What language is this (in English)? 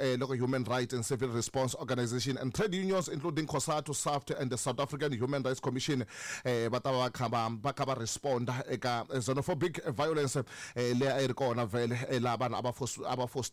Tsonga